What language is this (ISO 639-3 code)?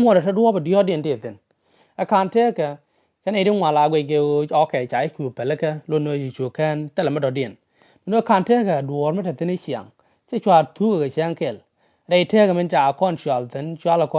nus